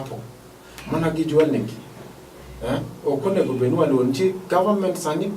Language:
Luo (Kenya and Tanzania)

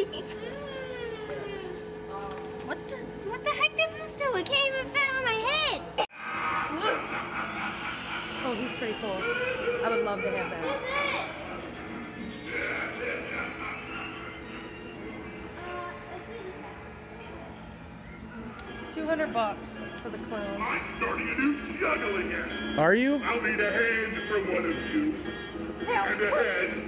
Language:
English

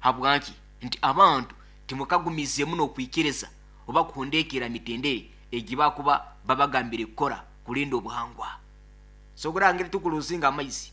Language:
Nyoro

